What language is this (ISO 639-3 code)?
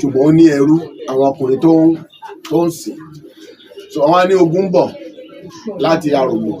yor